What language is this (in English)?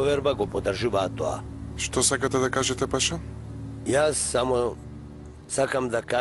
Macedonian